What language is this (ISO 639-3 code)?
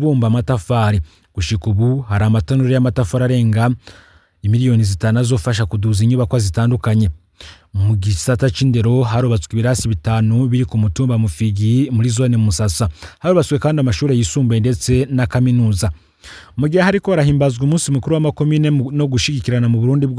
run